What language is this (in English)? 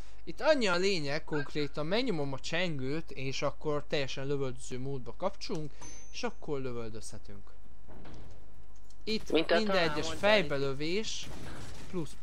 Hungarian